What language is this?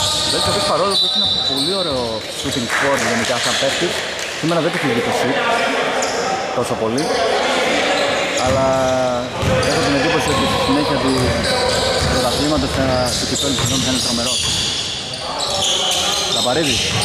Greek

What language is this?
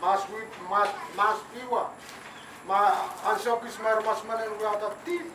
Pohnpeian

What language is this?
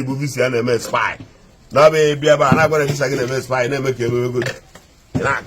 Igbo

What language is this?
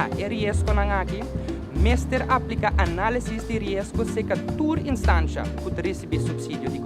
Papiamento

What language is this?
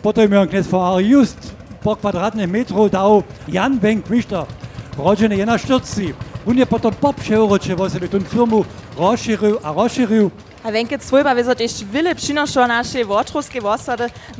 Upper Sorbian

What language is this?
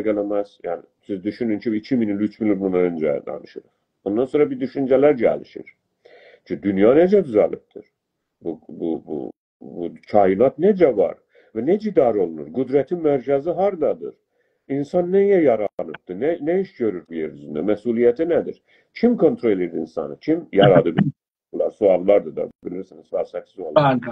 South Azerbaijani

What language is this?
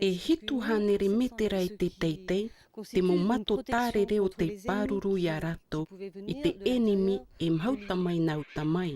Tahitian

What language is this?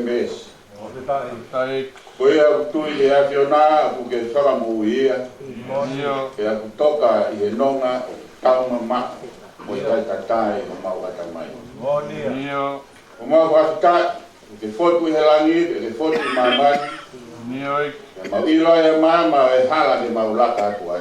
Tongan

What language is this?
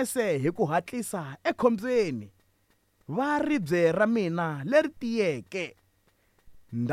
Tsonga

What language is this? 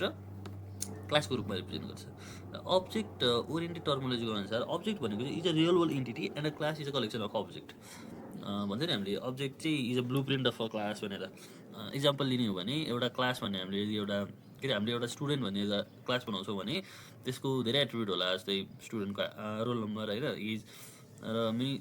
Nepali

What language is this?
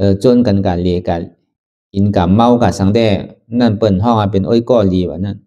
Shan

